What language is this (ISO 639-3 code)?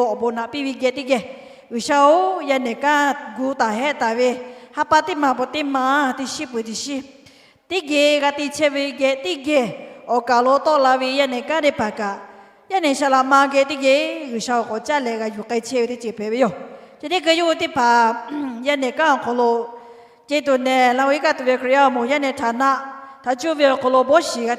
lhu